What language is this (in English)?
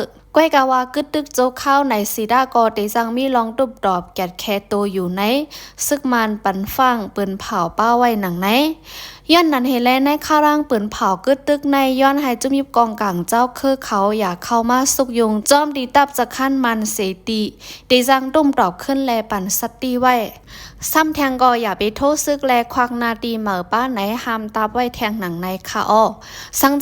Shan